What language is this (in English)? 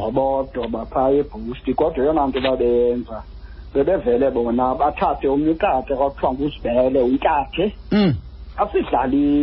Xhosa